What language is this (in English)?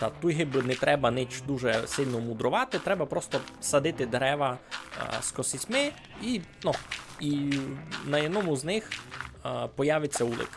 Rusyn